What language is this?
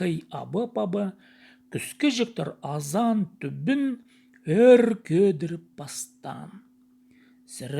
Khakas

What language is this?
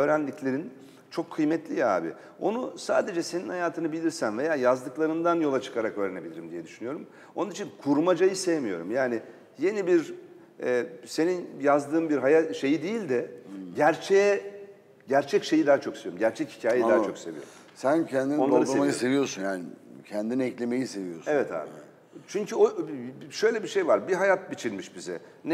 Turkish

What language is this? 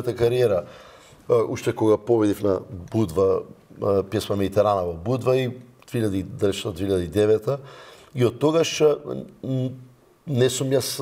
Macedonian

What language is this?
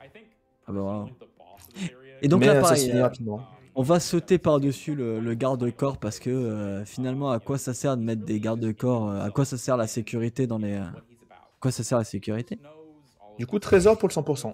French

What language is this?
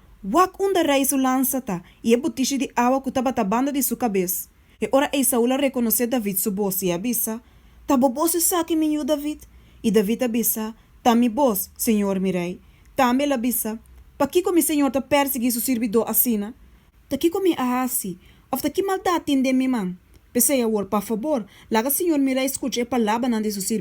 Papiamento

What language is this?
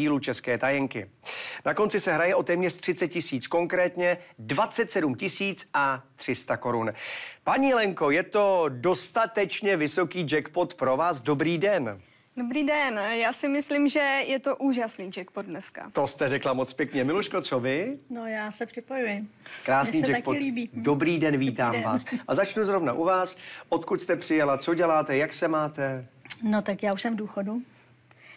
Czech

